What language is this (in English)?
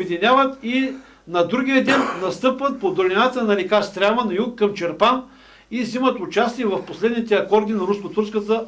Bulgarian